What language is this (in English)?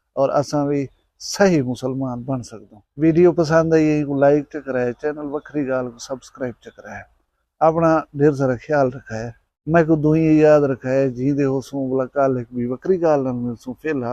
Saraiki